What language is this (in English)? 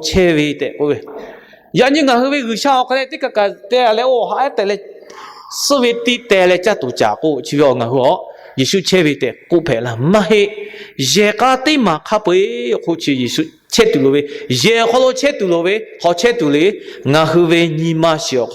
Lahu